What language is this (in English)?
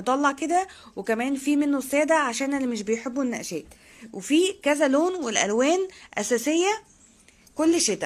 Egyptian Arabic